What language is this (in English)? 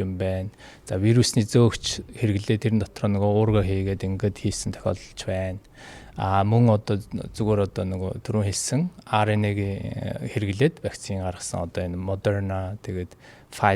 Mongolian